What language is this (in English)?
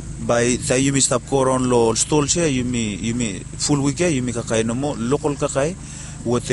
Bislama